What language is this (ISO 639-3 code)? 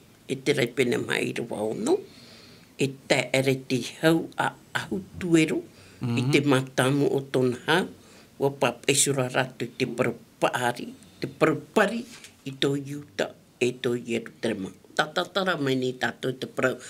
tah